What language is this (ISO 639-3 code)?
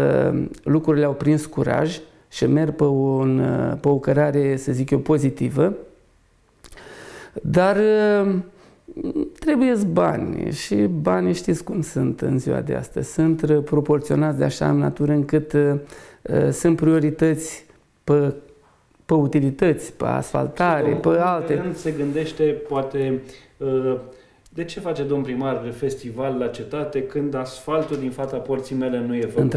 ron